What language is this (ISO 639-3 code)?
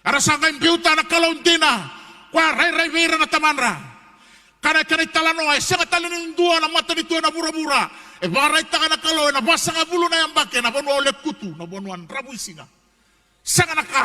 fij